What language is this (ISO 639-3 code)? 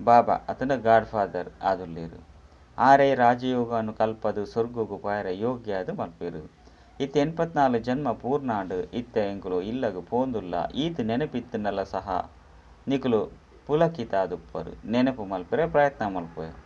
tcy